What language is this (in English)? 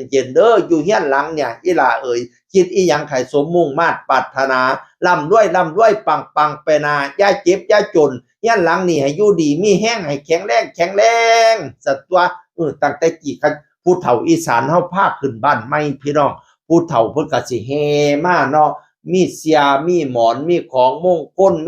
Northeastern Thai